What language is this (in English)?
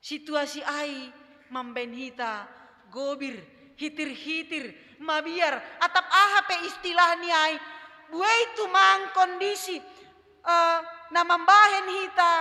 Batak Simalungun